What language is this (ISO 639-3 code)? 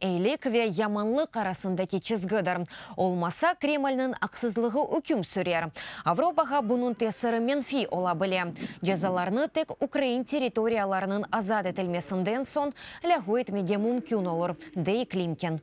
crh